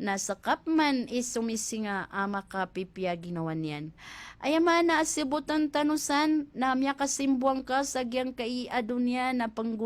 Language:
Maranao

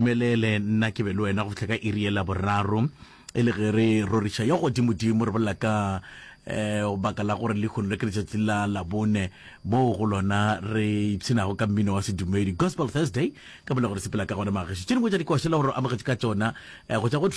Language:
Northern Sotho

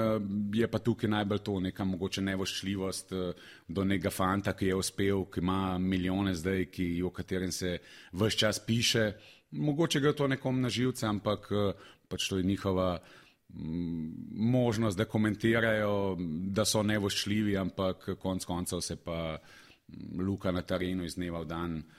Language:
Slovenian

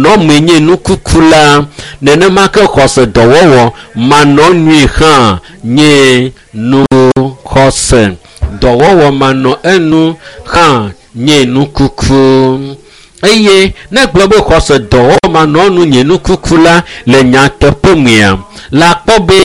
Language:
Ewe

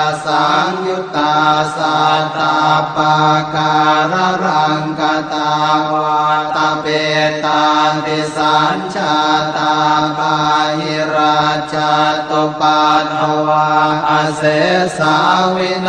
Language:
Pali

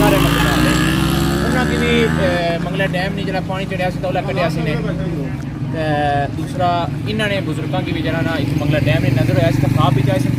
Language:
Pahari-Potwari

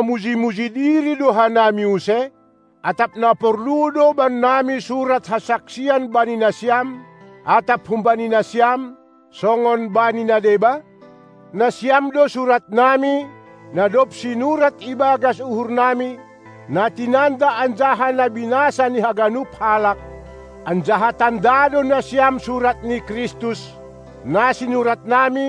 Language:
Batak Simalungun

